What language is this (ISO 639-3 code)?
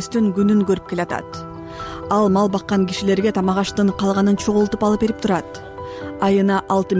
kir